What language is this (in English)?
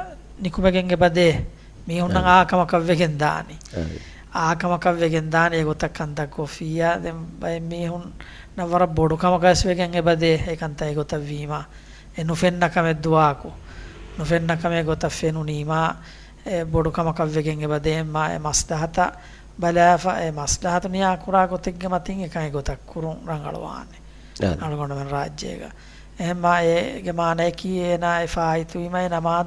Divehi